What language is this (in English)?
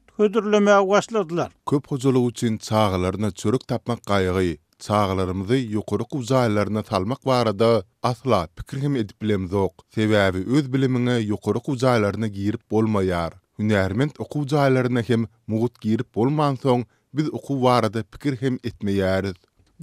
Turkmen